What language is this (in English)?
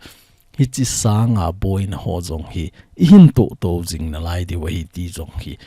Thado Chin